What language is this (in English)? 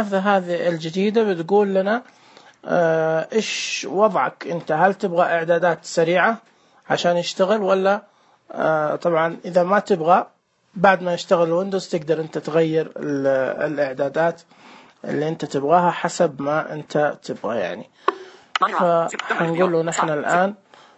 Najdi Arabic